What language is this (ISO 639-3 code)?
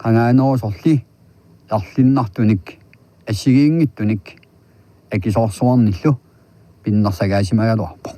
kal